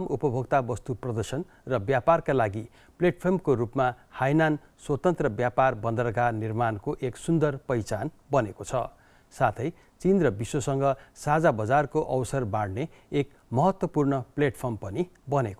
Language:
Nepali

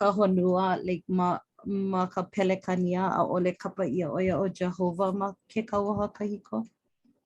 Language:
Hawaiian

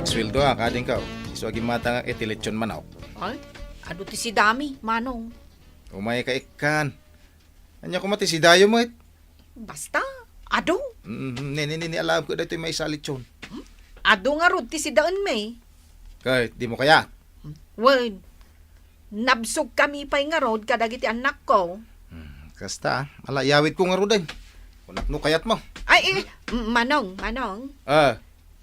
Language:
Iloko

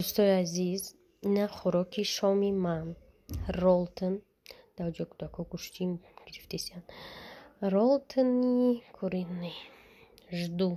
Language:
Tajik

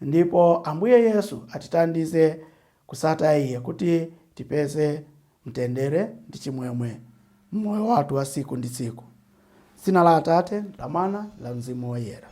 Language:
Nyanja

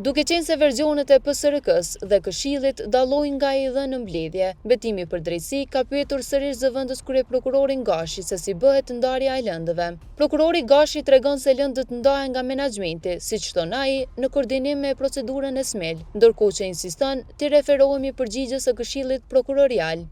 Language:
Albanian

